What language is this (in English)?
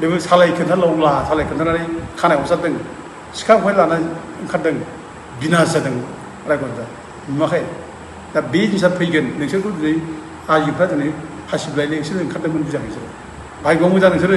Bodo